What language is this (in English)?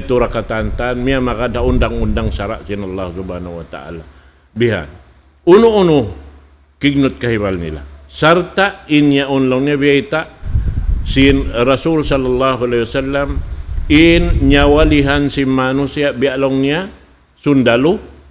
Tausug